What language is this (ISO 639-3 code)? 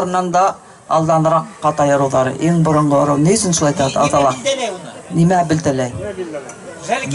bak